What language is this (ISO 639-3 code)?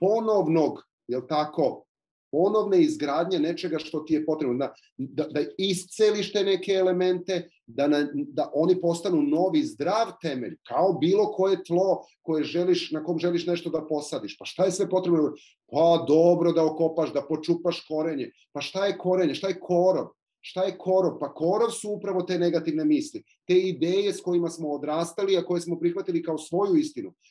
srp